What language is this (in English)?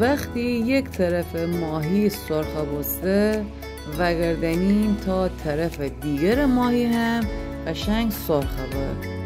Gilaki